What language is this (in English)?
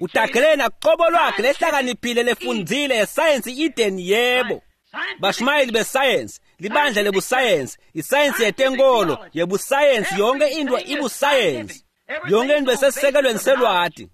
Swati